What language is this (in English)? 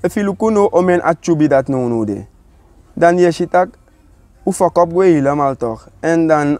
Sranan Tongo